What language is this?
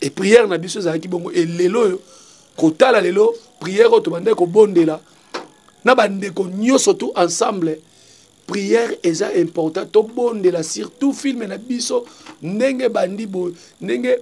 Lingala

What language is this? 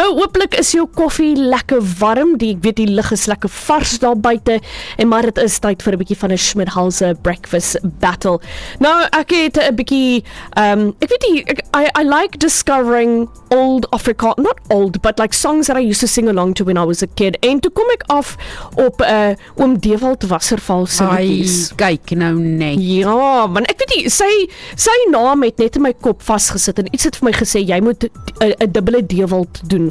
Afrikaans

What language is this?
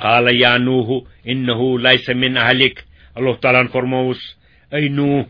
Kashmiri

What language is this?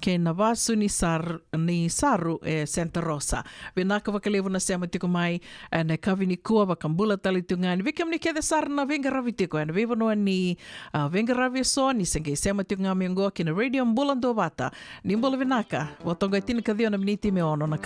Fijian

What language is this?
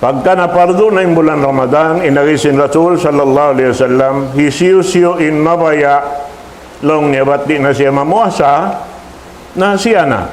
Tausug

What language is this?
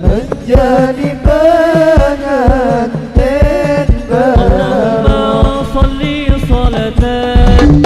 Banjar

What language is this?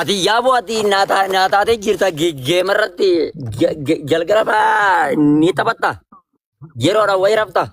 Oromo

